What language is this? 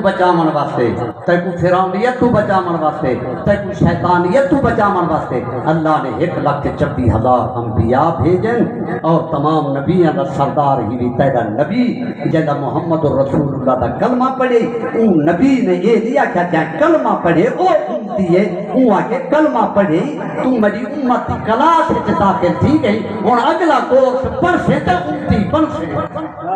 Saraiki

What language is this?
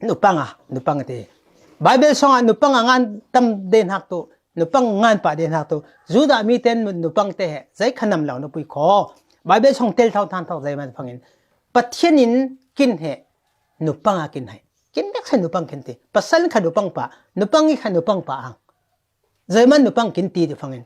Falam Chin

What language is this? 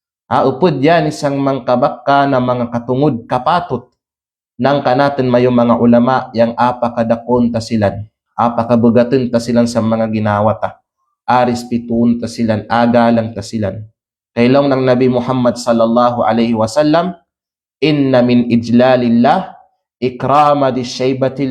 Kalagan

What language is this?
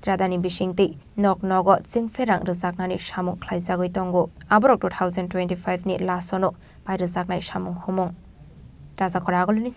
Kok Borok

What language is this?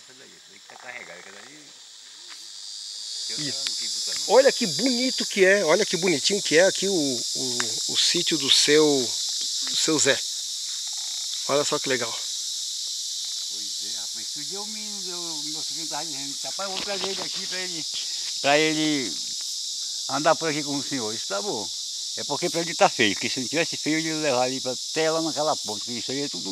Portuguese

